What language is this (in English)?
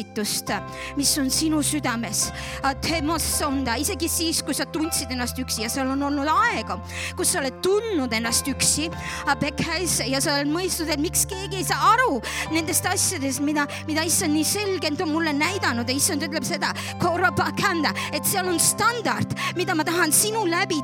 Estonian